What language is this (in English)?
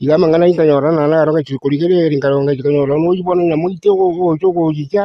Gusii